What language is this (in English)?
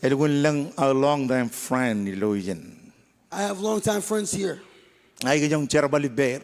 Marshallese